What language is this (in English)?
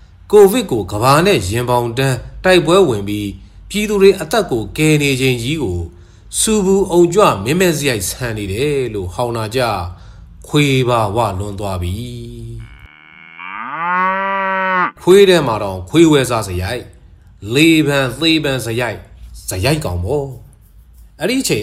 Burmese